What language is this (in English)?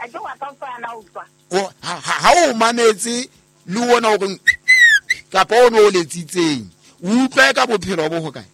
Southern Sotho